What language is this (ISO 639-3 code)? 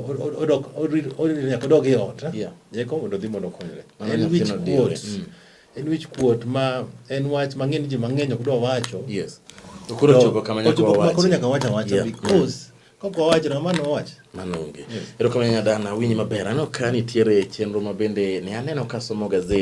luo